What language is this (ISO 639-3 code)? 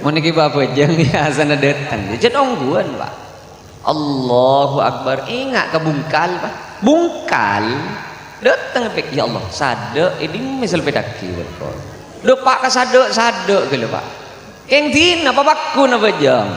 mad